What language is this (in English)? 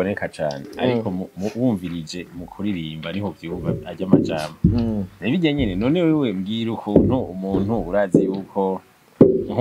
Rundi